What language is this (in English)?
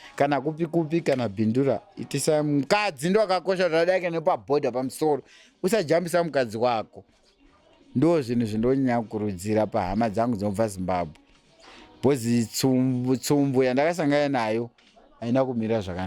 Shona